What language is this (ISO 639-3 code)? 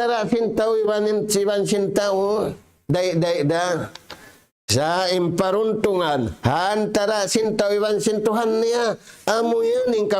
tsg